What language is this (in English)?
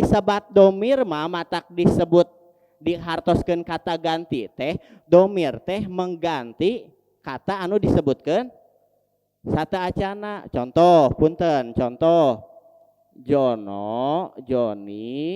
Sundanese